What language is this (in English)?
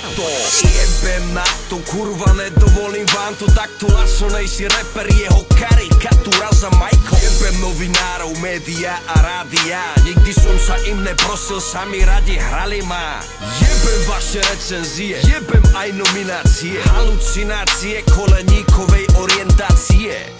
Slovak